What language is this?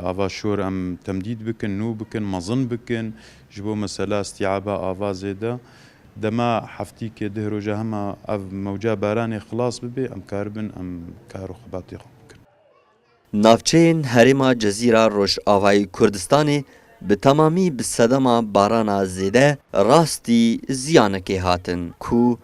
Kurdish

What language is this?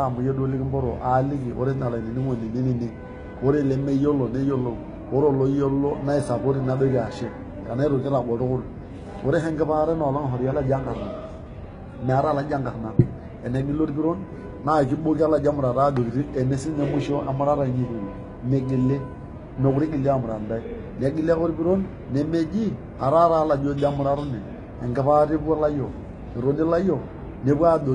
Masai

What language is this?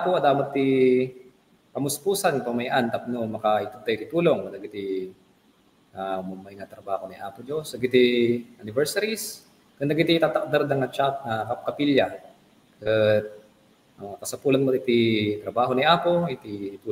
Iloko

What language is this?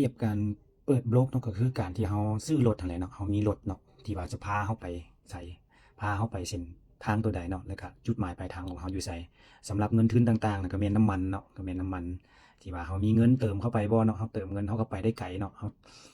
Lao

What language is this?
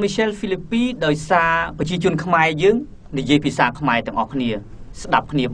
Khmer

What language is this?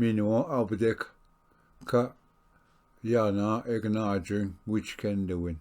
Ojibwa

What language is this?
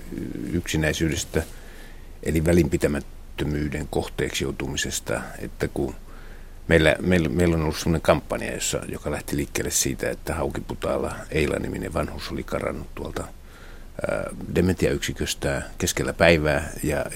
Finnish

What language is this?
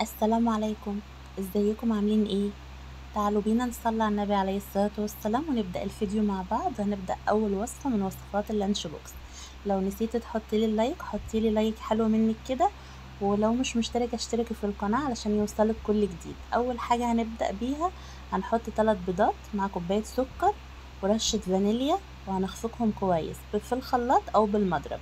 Egyptian Arabic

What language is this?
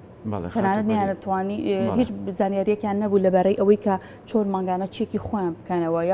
Central Kurdish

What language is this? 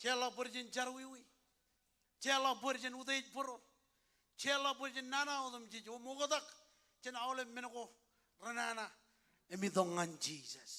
Marshallese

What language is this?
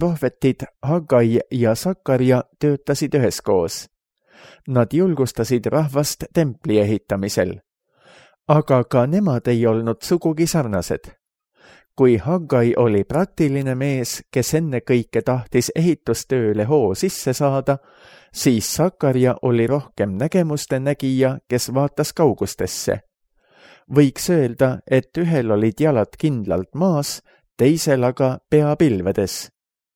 Estonian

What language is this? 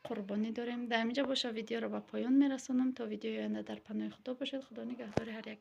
Tajik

